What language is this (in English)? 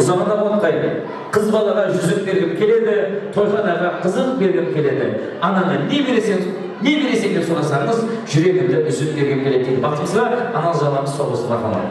Kara-Kalpak